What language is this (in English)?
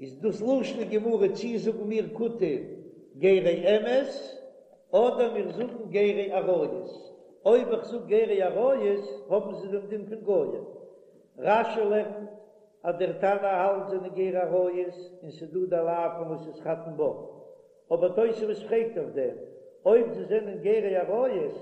Yiddish